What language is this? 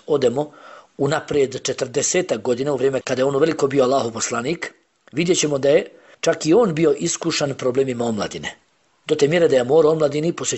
Bosnian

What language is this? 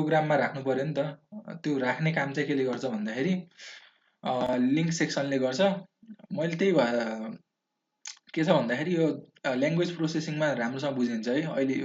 Nepali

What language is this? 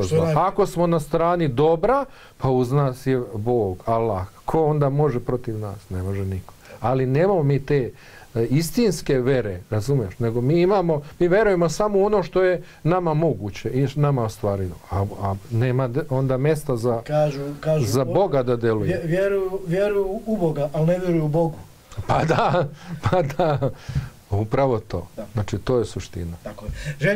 Bosnian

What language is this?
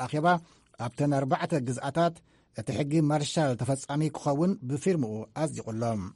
Tigrinya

